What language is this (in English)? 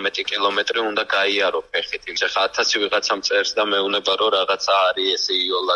Georgian